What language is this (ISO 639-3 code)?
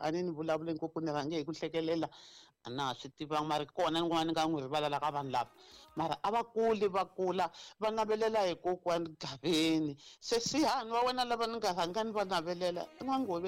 tso